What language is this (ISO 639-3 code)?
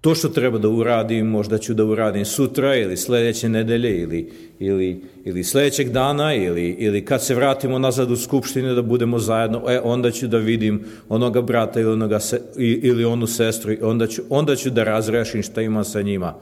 srp